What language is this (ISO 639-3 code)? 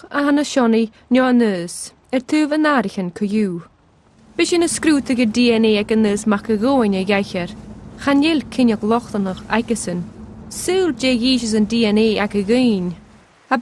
gla